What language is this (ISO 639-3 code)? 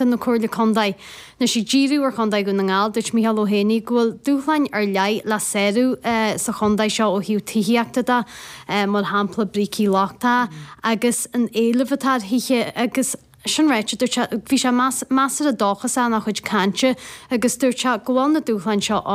gle